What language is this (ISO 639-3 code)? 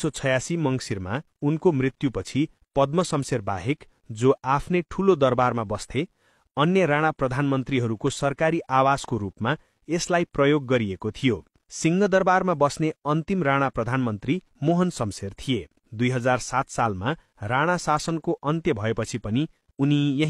nep